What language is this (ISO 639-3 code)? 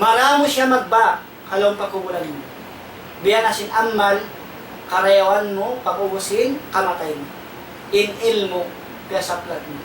tsg